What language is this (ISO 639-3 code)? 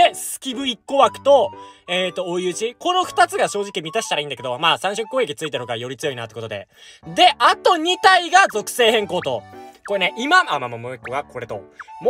jpn